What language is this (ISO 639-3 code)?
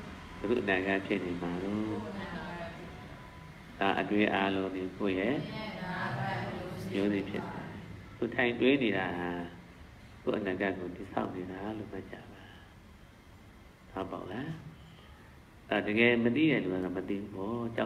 mya